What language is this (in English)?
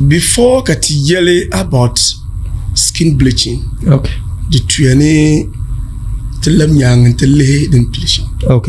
Dagbani